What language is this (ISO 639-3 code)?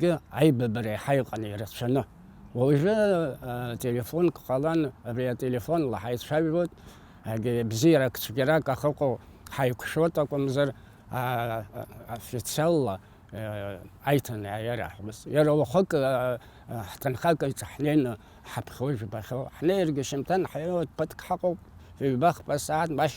abk